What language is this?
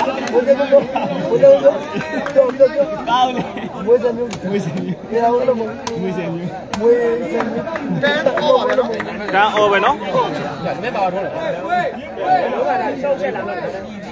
Burmese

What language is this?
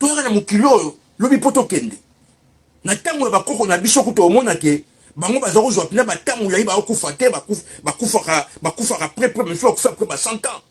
Lingala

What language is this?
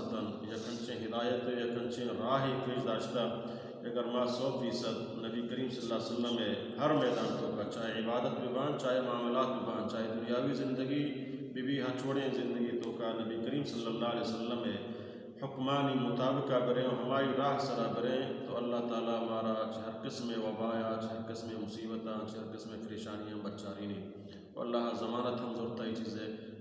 Baluchi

